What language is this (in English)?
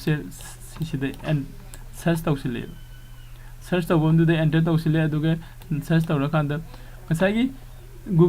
Manipuri